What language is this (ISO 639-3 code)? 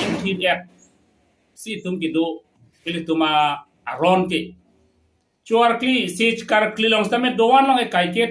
mjw